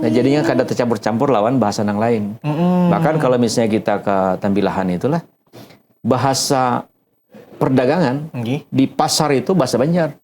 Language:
Banjar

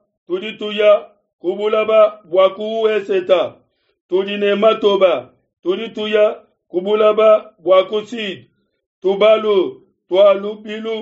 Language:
Luba-Lulua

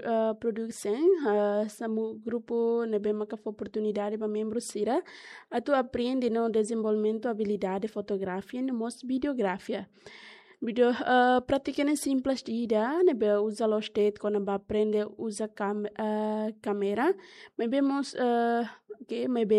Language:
Tetum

